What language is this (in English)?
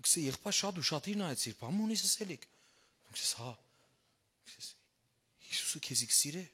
Western Armenian